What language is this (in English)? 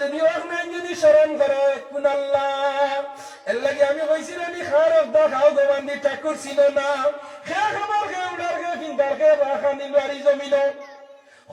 Sylheti